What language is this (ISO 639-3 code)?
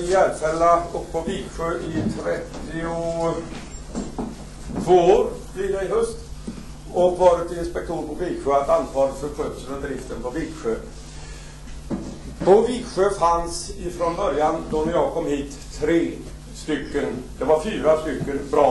swe